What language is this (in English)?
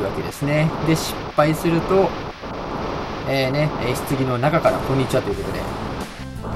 Japanese